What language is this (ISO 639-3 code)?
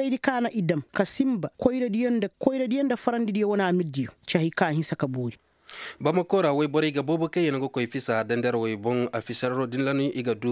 ses